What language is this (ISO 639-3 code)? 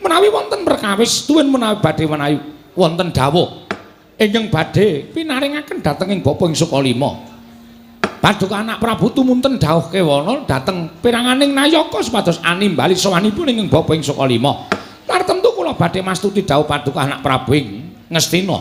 jav